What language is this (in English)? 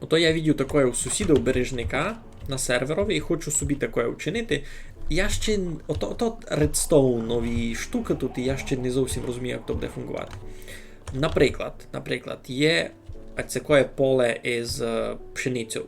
Rusyn